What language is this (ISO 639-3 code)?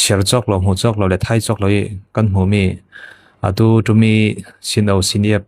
cfm